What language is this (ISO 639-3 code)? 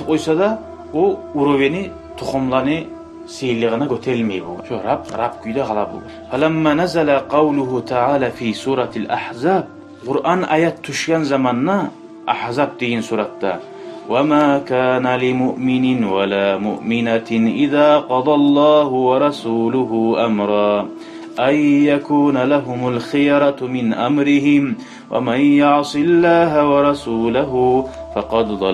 kum